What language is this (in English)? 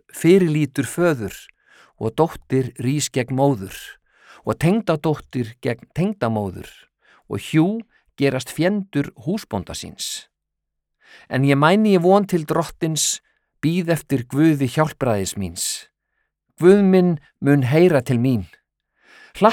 Icelandic